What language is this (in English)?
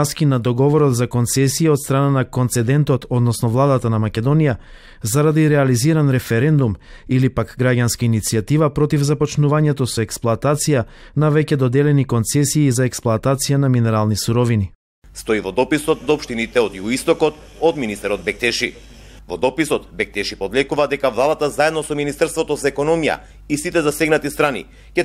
Macedonian